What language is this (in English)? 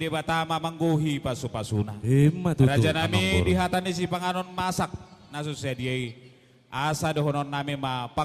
Batak Toba